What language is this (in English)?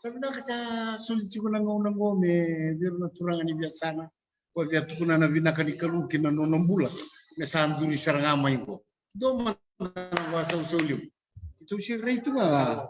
Fijian